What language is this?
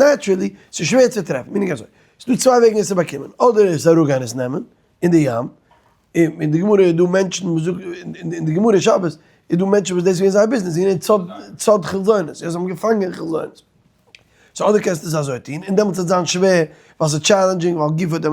Yiddish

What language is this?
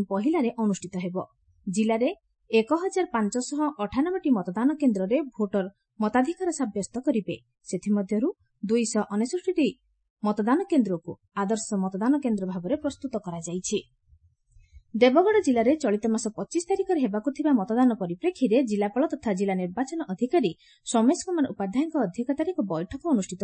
Odia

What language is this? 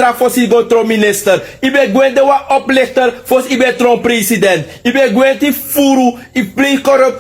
Sranan Tongo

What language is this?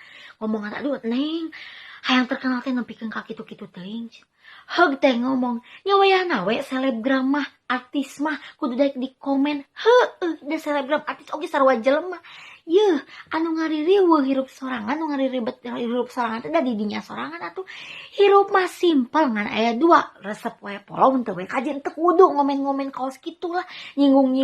Sundanese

